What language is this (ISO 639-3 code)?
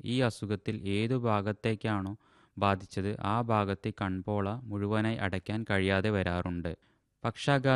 mal